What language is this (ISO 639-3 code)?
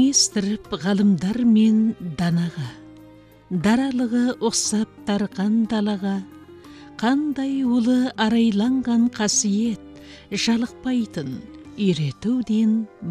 kaz